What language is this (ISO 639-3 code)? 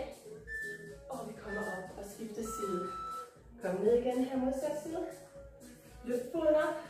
dan